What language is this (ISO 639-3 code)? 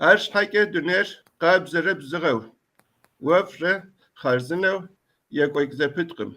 kbd